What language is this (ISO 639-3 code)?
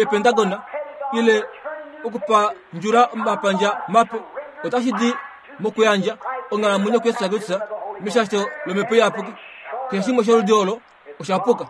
kua